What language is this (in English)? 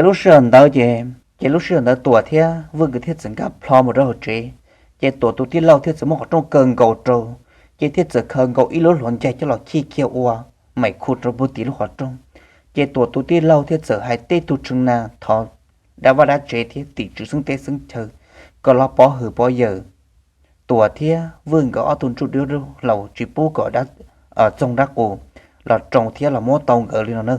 Hmong